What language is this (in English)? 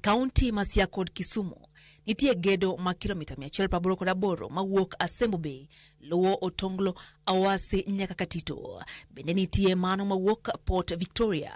Luo (Kenya and Tanzania)